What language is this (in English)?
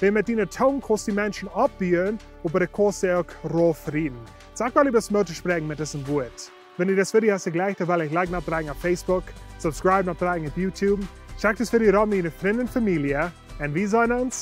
Plautdietsch